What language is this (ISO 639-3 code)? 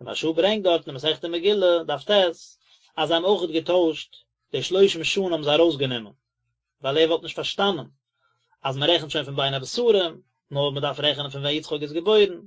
yid